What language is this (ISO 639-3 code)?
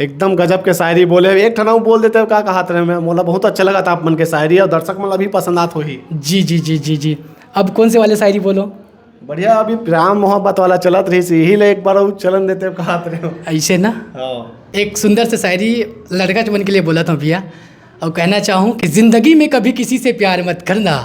hne